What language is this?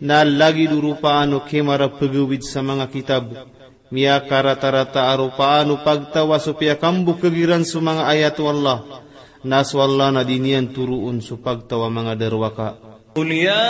Maranao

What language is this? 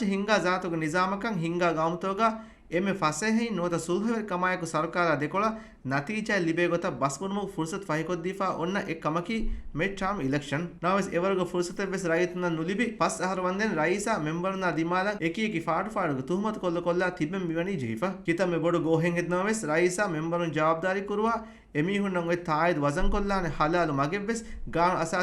Divehi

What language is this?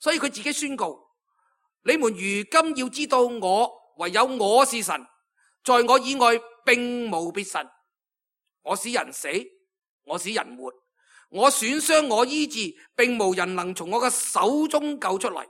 Cantonese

